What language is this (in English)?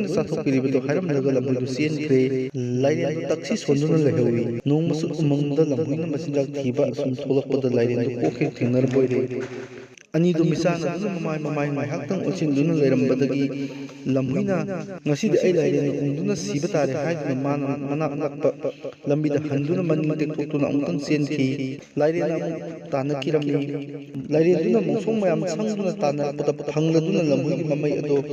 Manipuri